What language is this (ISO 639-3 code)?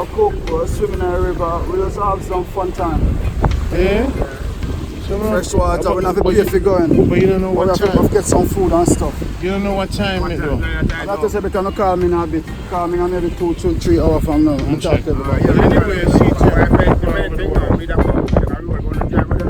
jam